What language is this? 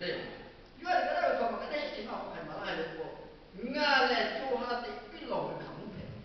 Lahu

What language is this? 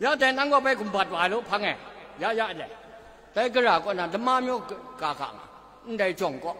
Kachin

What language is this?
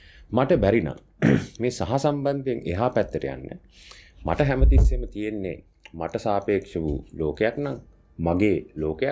Sinhala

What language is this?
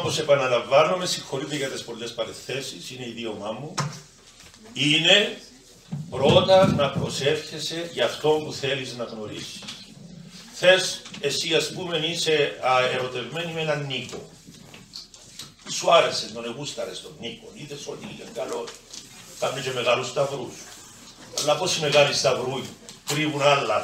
Greek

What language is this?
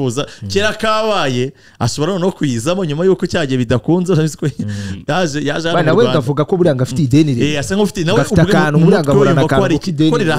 Kinyarwanda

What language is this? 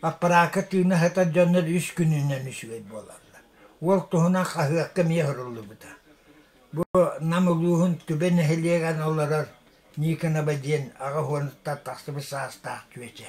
Yakut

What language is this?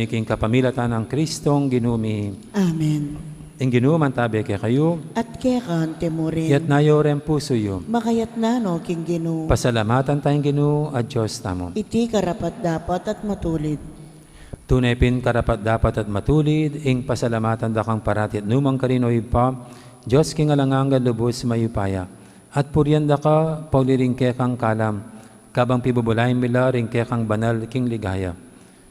Pampanga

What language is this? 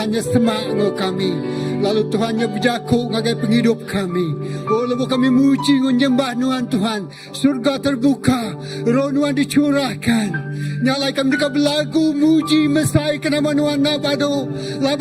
Iban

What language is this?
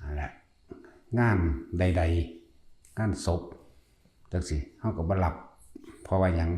Lao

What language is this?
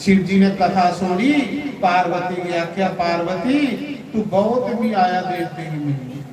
Dogri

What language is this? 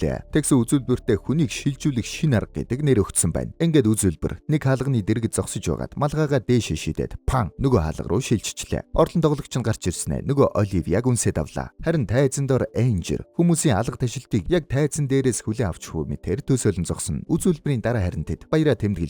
Mongolian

